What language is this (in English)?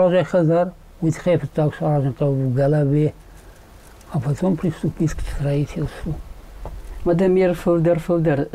Ossetic